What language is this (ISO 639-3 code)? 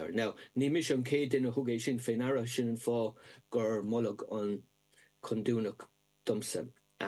gle